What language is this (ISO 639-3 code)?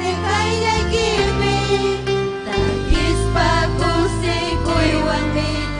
quy